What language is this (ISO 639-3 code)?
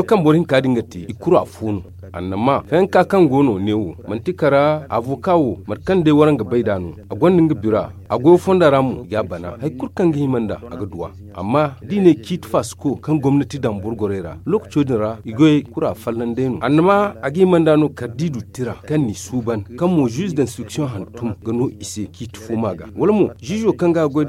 dje